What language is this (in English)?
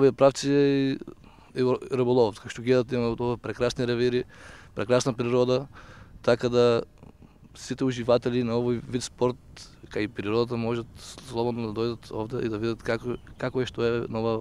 Macedonian